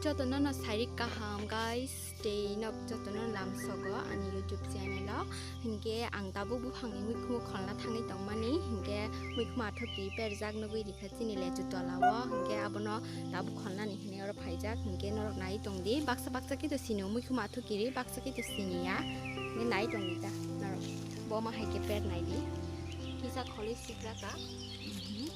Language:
Kok Borok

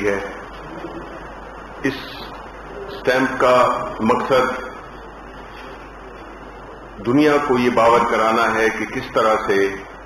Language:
Urdu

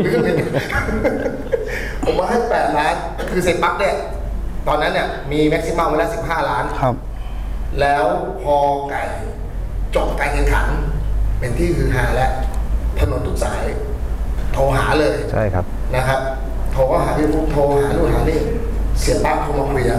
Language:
Thai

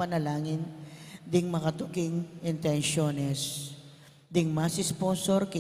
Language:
Pampanga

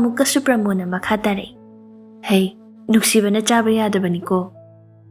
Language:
Manipuri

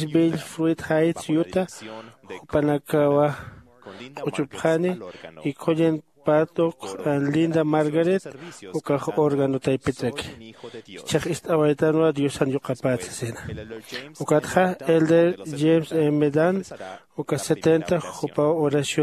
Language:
Aymara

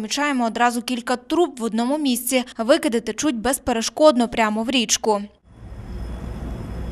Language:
Ukrainian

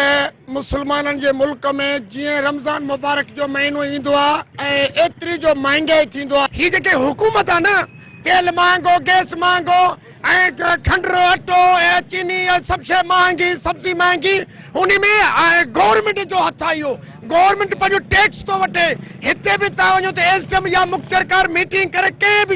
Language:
Sindhi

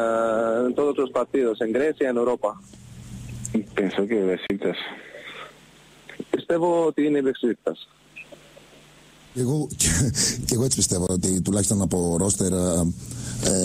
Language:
Greek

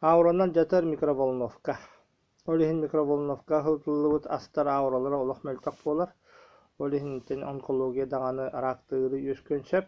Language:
Yakut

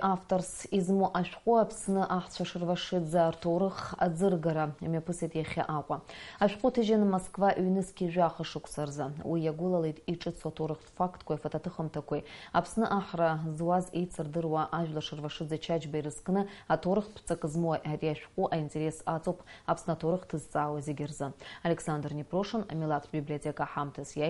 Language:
Abkhazian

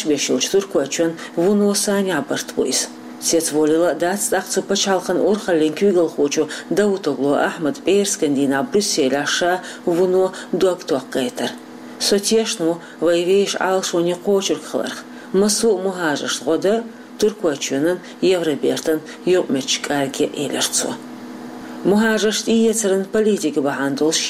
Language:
Chechen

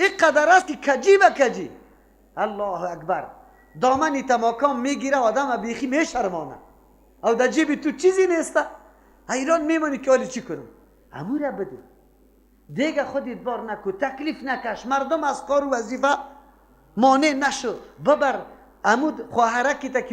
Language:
Persian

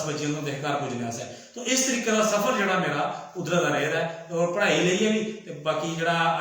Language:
Dogri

